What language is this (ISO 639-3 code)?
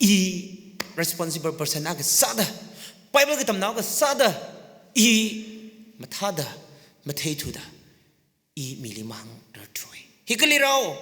nmf